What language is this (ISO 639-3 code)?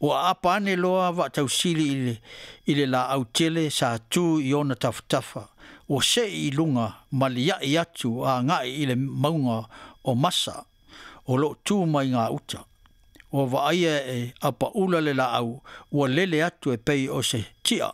smo